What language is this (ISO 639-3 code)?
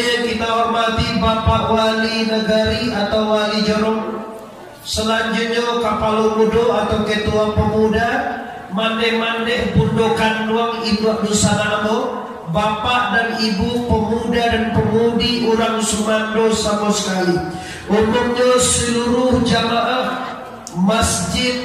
min